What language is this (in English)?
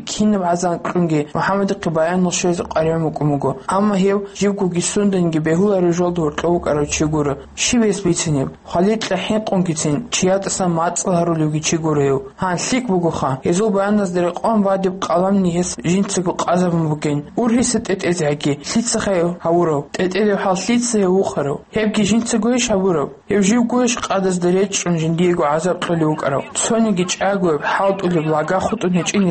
Avaric